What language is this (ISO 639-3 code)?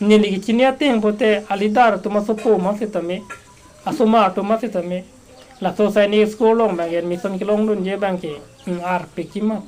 mjw